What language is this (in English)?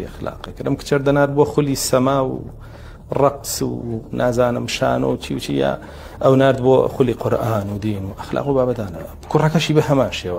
Central Kurdish